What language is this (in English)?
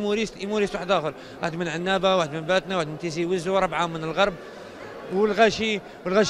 Algerian Arabic